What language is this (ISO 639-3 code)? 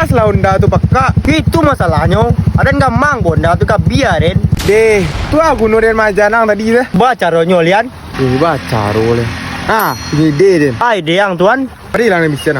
min